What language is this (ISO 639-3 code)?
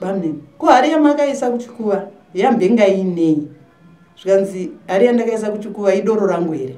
sna